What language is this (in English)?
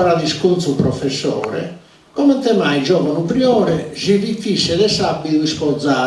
Sardinian